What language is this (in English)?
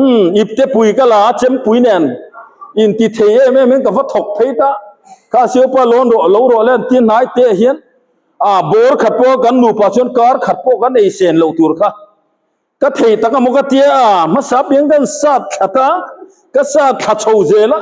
Mizo